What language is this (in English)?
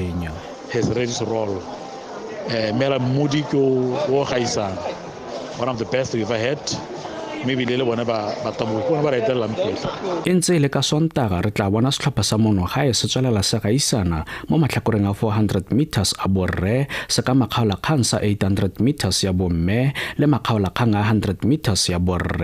Tswana